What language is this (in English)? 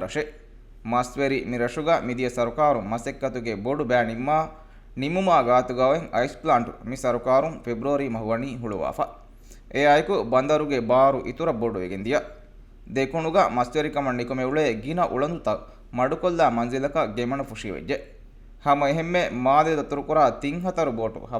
Divehi